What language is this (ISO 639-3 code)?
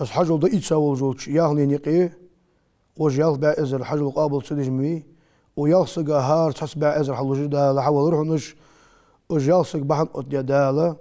inh